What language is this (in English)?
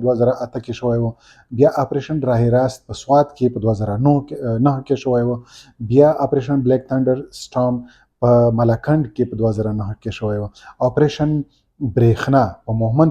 Pashto